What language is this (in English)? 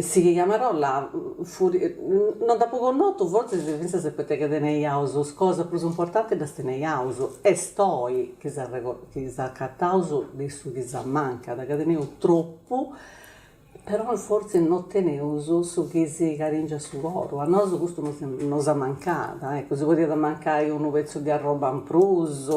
Sardinian